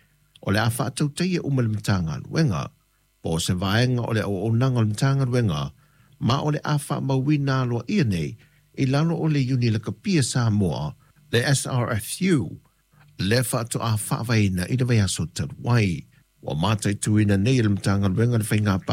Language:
Samoan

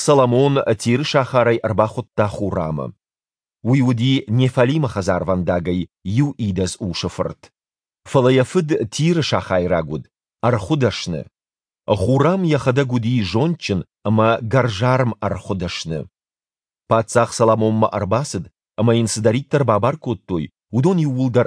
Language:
Ossetic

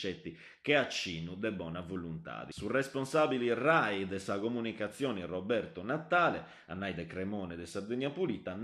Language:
Sardinian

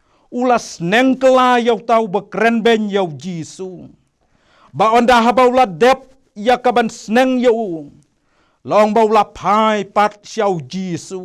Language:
Khasi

